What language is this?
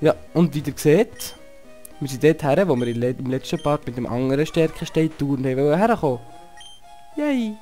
Swiss German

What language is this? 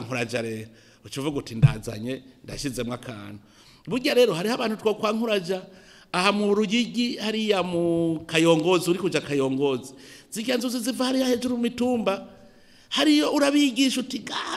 Rundi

